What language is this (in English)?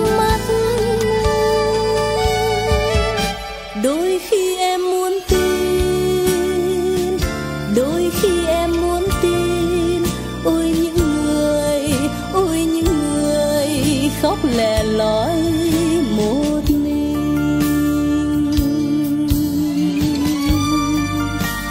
Vietnamese